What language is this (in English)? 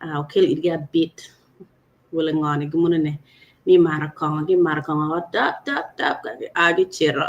Acoli